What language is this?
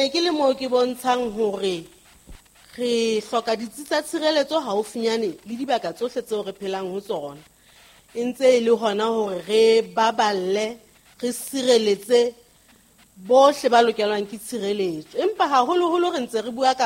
Southern Sotho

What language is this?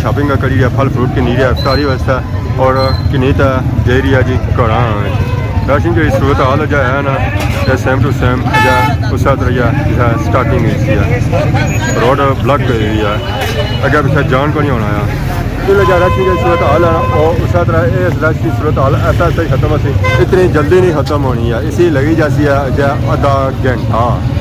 Pahari-Potwari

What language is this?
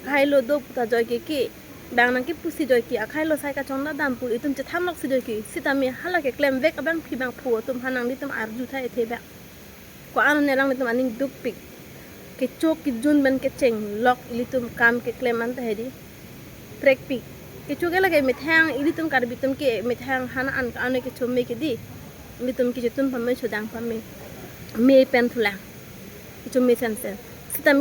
Karbi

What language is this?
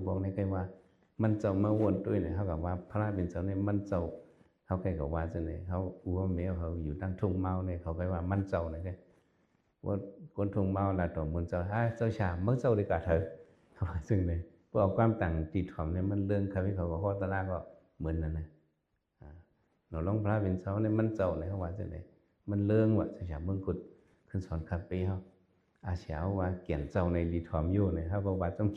Shan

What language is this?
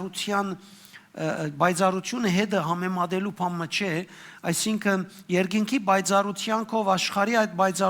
Western Armenian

